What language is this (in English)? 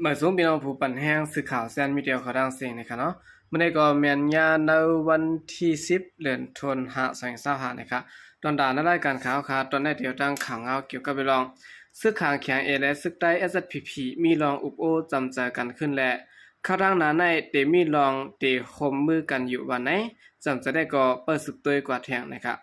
Shan